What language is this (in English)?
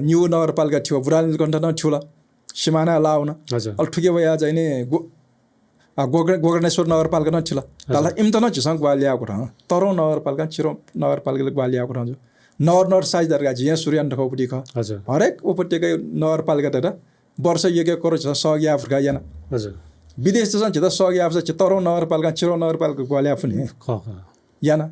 Newari